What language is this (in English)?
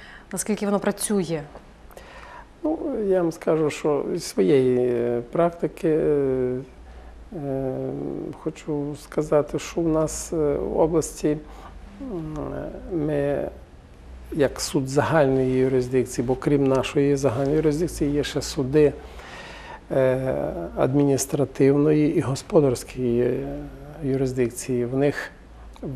Ukrainian